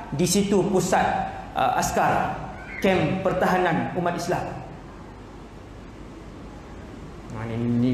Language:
Malay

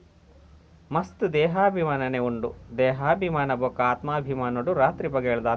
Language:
Tulu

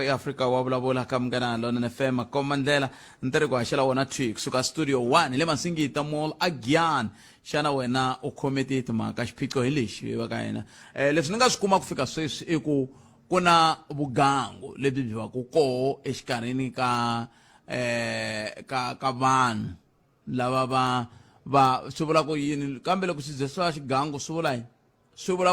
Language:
Tsonga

